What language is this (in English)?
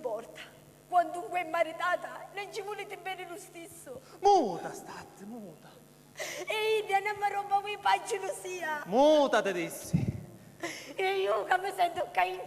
Sicilian